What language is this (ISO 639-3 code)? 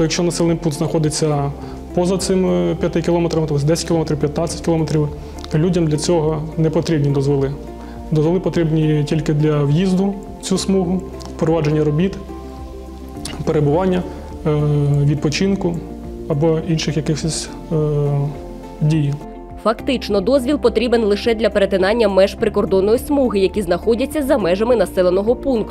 ukr